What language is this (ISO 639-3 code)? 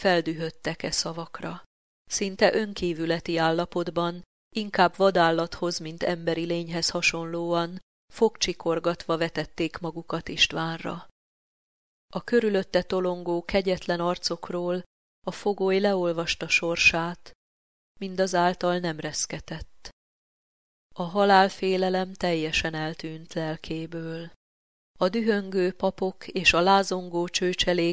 hun